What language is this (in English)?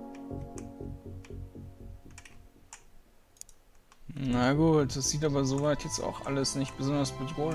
German